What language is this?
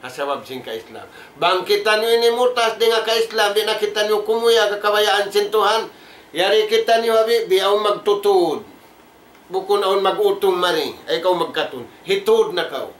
Tausug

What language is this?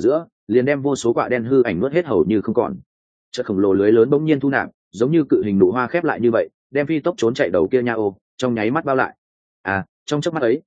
Vietnamese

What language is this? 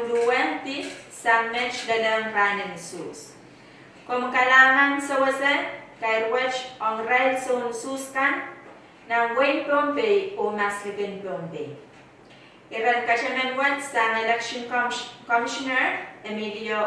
Pohnpeian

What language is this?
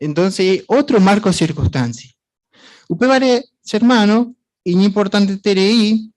Guarani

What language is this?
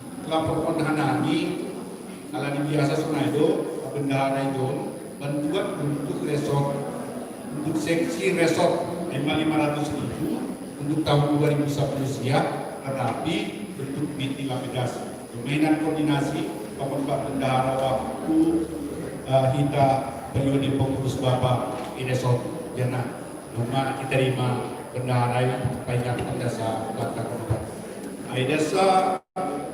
Batak Simalungun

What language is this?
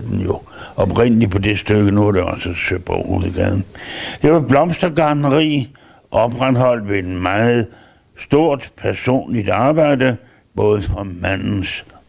Danish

